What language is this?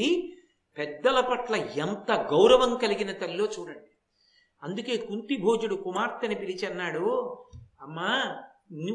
Telugu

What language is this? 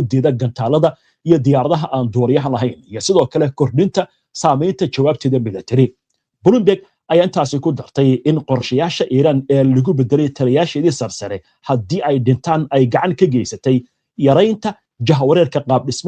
Somali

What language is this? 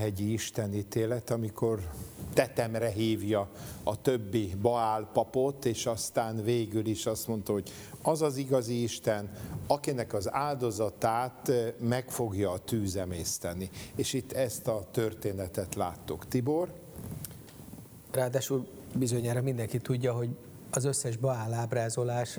Hungarian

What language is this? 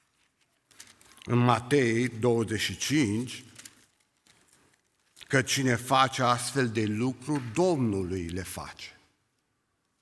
Romanian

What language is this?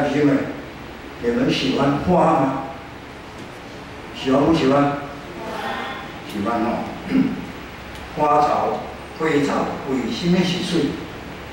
Min Nan Chinese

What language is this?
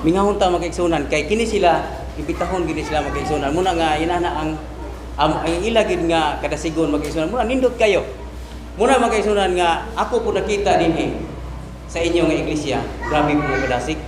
Cebuano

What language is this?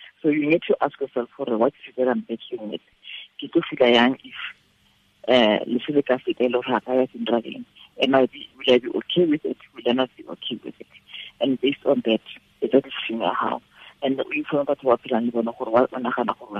Tswana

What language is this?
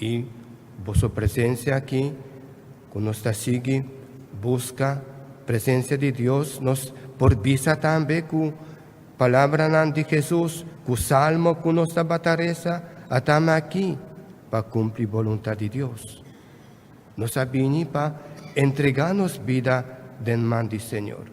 Papiamento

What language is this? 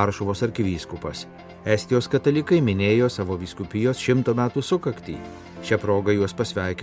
Lithuanian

